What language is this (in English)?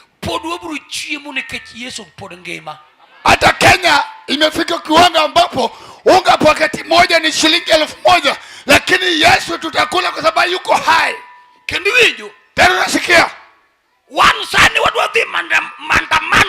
Luo (Kenya and Tanzania)